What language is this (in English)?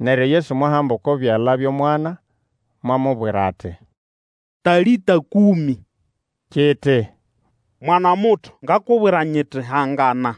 Nande